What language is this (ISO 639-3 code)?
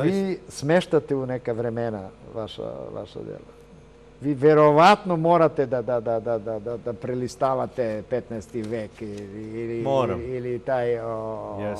srp